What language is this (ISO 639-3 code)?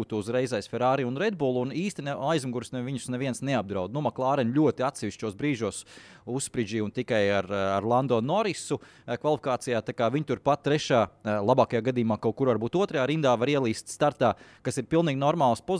lav